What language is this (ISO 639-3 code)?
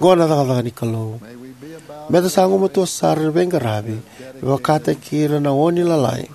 fij